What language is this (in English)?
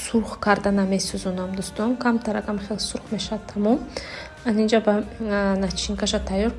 Tajik